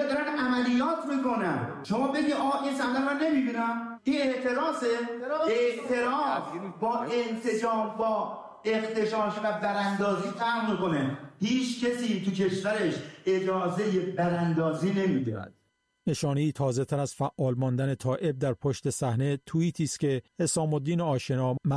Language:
Persian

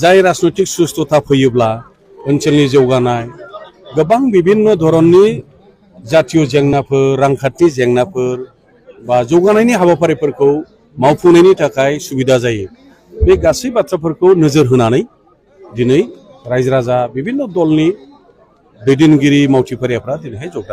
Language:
Bodo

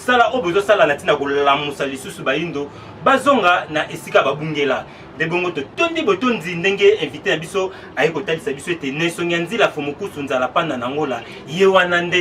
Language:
Lingala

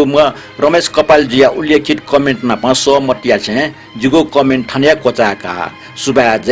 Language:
Newari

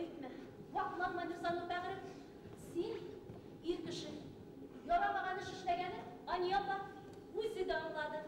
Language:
Bashkir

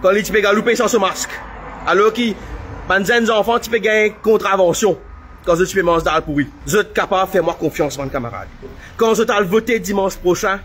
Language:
Morisyen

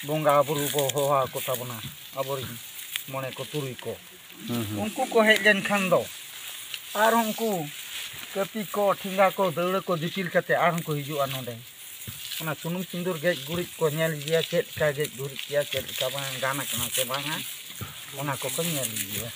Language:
Santali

